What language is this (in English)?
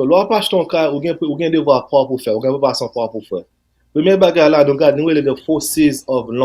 Haitian Creole